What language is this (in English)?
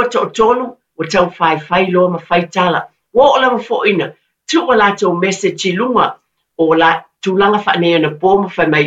Samoan